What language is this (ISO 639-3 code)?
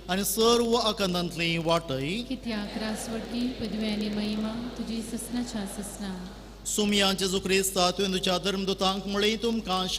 kok